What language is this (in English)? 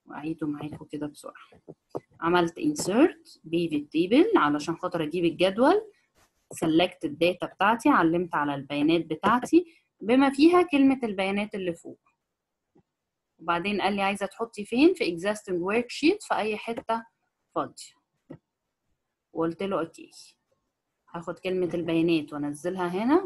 Egyptian Arabic